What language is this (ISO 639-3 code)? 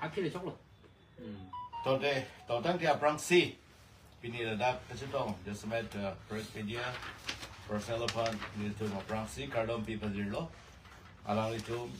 mjw